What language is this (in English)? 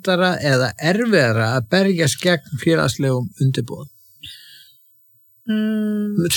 Icelandic